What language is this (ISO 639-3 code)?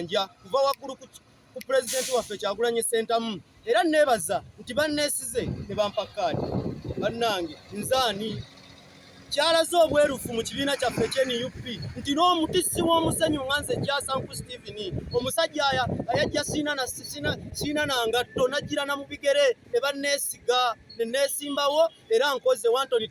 lug